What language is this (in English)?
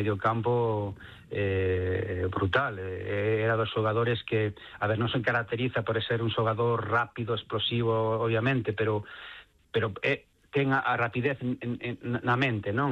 Galician